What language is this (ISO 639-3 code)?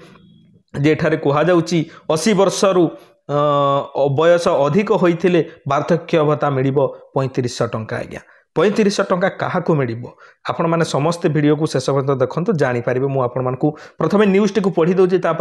ori